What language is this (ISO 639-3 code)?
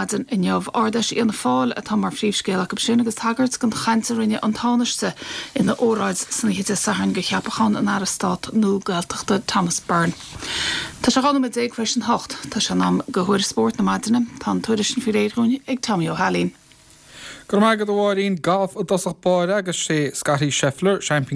gle